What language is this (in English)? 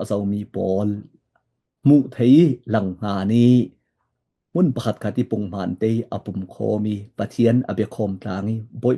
Falam Chin